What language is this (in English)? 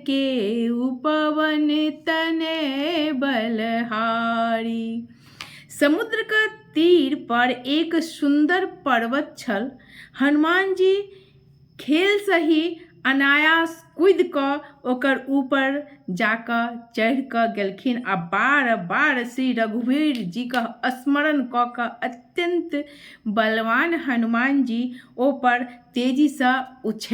Maithili